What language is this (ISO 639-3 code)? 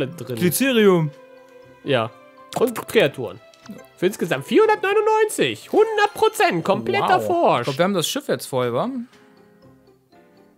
deu